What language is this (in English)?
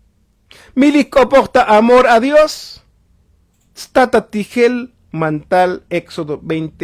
Tzotzil